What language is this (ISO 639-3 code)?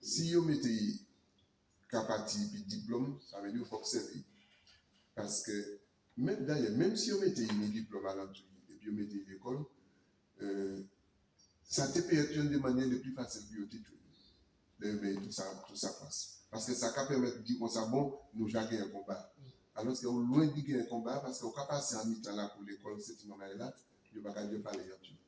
gcf